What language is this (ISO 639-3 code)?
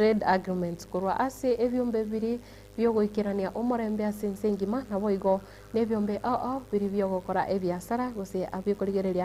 guz